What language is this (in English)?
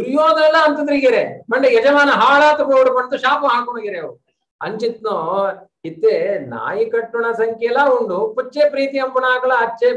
Tulu